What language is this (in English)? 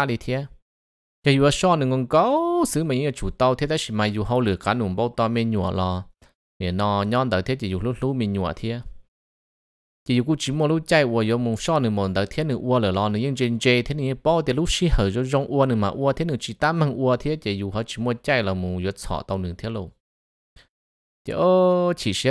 Vietnamese